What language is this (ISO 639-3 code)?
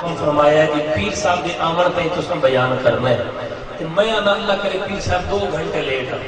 skr